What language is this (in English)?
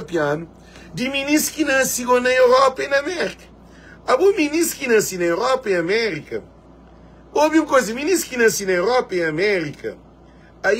Kabuverdianu